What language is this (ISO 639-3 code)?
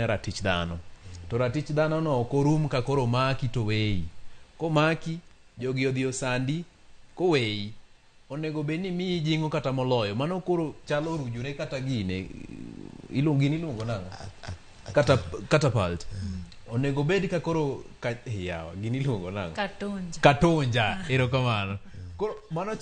luo